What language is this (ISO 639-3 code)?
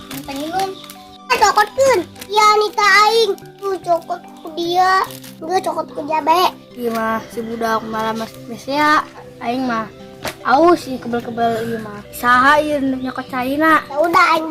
sun